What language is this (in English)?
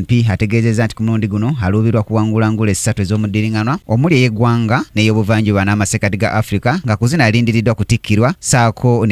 Ganda